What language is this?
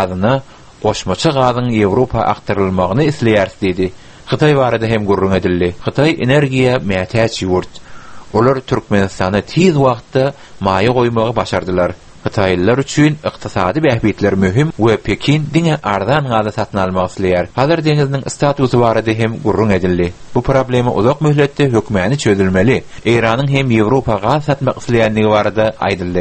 Turkmen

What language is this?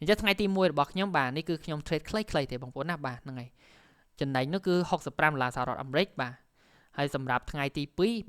Khmer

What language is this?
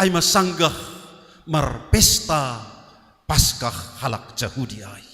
Batak Simalungun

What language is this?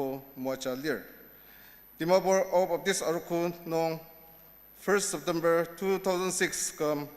Ao Naga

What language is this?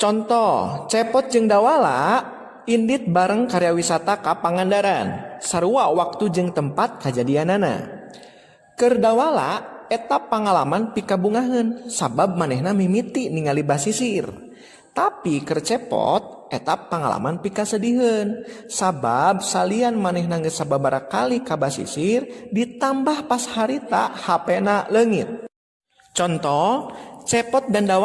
Sundanese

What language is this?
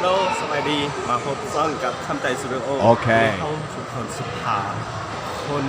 Lao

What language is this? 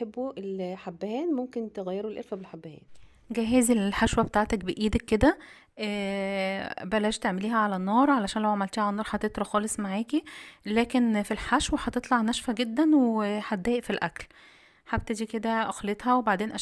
Egyptian Arabic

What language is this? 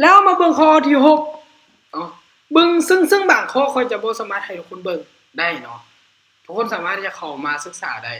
Lao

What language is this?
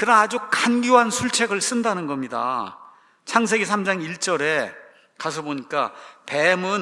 Korean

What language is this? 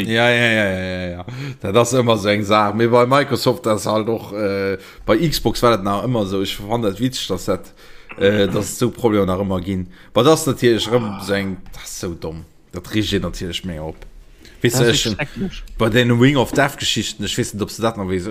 Luxembourgish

